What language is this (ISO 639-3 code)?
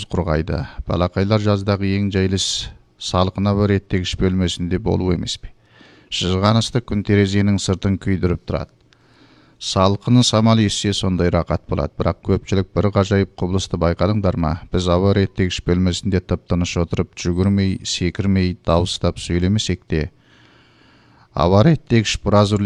kaz